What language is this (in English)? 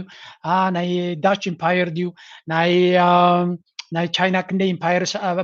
Tigrinya